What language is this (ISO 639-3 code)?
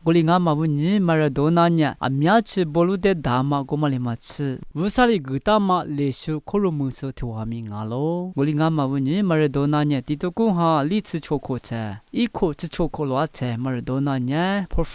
lis